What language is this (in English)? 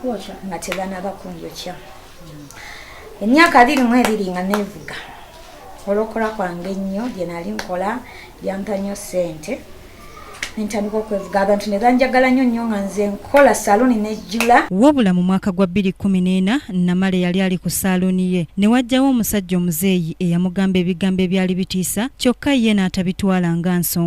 Ganda